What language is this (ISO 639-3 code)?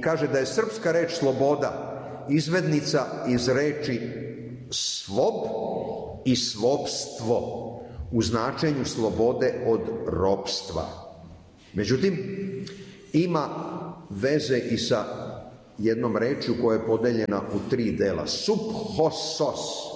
srp